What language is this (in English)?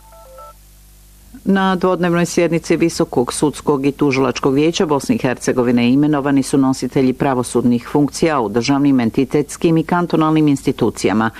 Bosnian